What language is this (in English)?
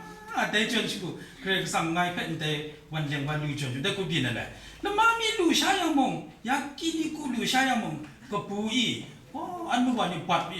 Kachin